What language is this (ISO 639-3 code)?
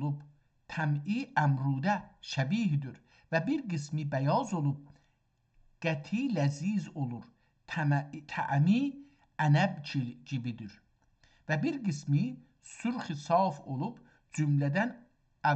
azb